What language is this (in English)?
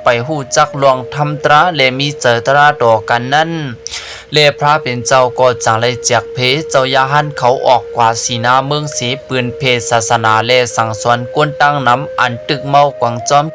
Shan